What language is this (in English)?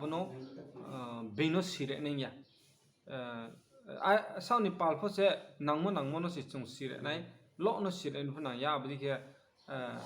Riang (India)